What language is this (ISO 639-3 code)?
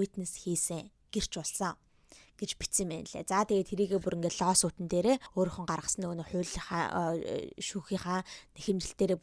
mon